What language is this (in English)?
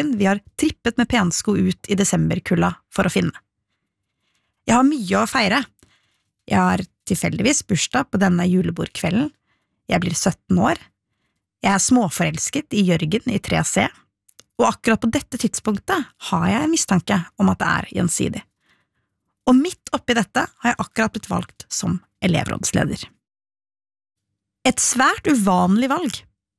Norwegian